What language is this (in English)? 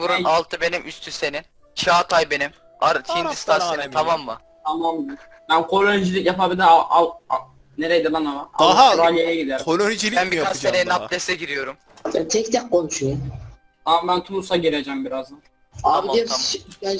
Turkish